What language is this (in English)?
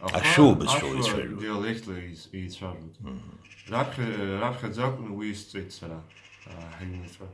Abkhazian